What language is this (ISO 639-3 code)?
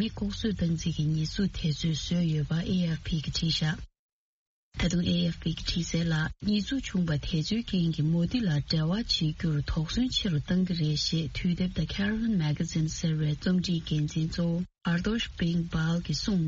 bod